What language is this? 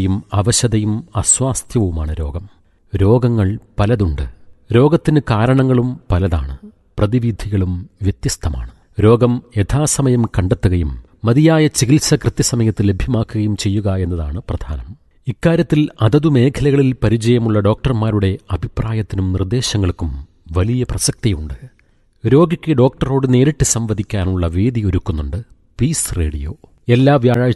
Malayalam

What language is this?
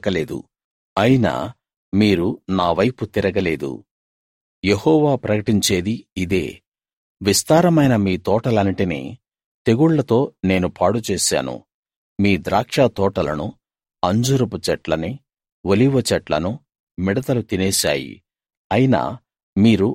Telugu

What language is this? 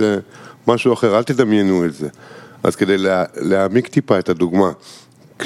Hebrew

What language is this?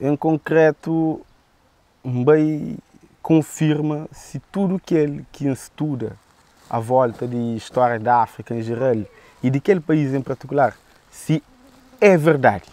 Kabuverdianu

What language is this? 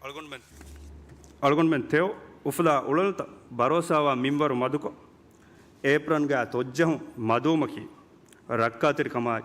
Divehi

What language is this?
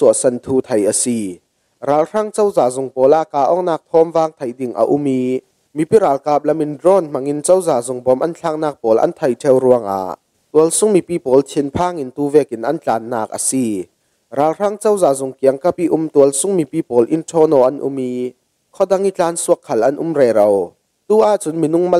Falam Chin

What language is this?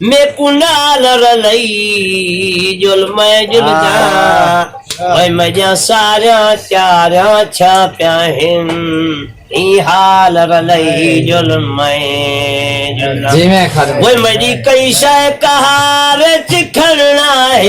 Saraiki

